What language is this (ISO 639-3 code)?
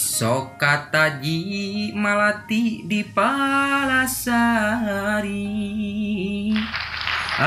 sun